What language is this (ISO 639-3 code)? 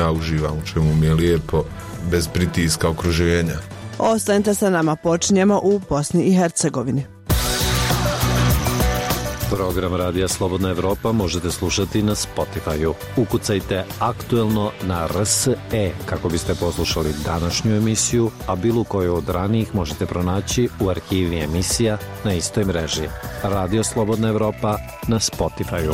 bos